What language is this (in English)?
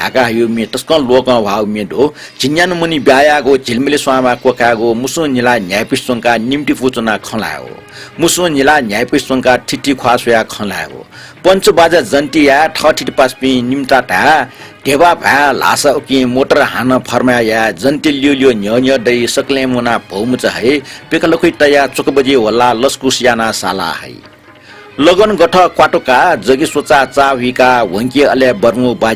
Newari